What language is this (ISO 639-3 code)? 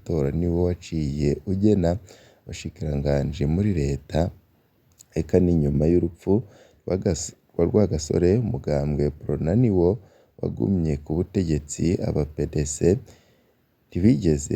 run